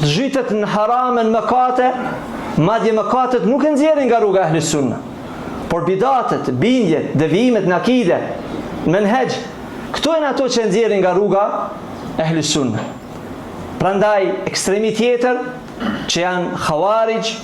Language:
Albanian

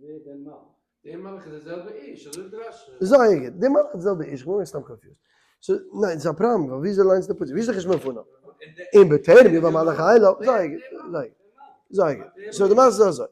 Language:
Yiddish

